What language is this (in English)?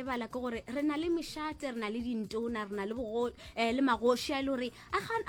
Northern Sotho